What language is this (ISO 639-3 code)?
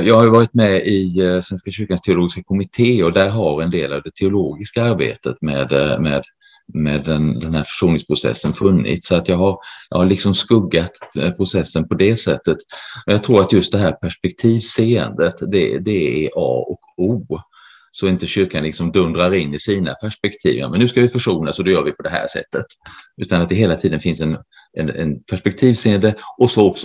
swe